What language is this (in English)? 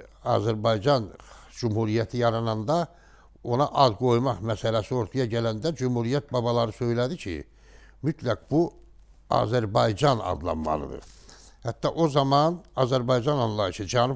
Azerbaijani